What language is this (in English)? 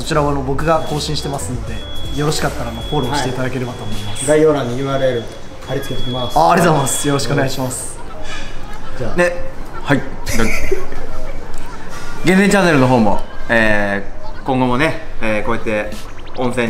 Japanese